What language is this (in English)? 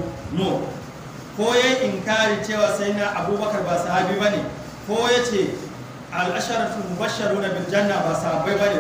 Hausa